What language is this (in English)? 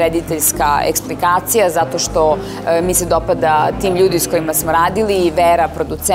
Serbian